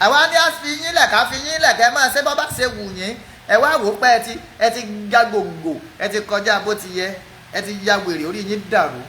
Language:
Yoruba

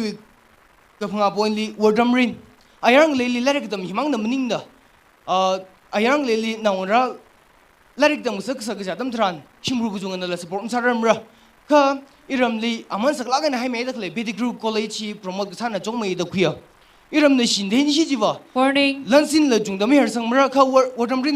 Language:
Tangkhul Naga (India)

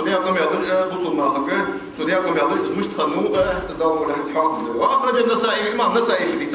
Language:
Ingush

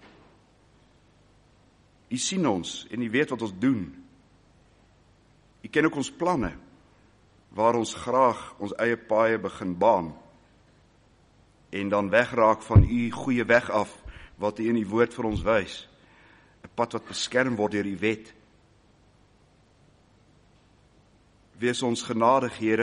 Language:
Afrikaans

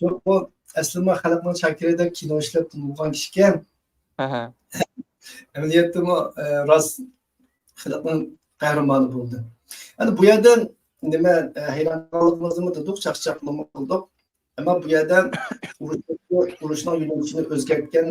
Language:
Uyghur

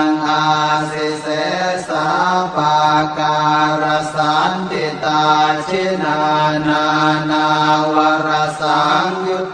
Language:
Pali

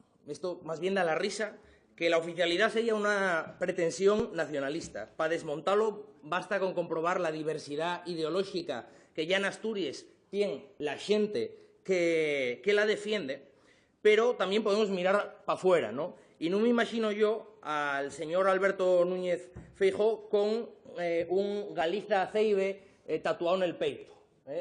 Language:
Asturian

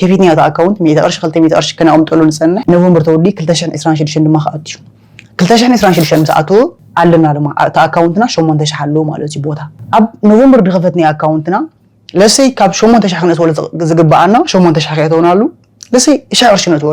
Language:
Tigrinya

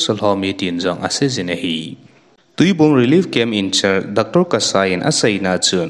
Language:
Thado Chin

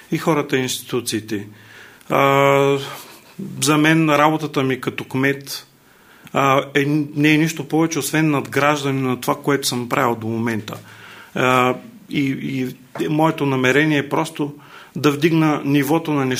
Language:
Bulgarian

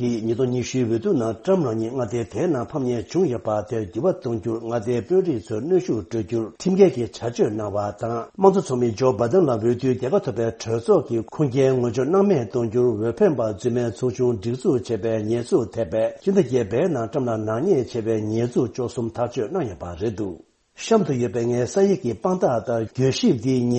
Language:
Tibetan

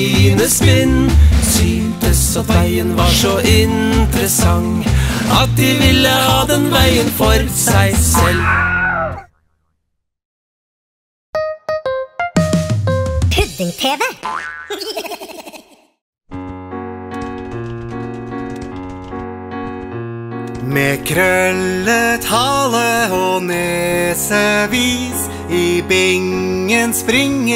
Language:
Norwegian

